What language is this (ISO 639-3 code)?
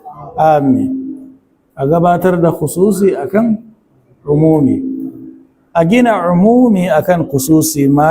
hau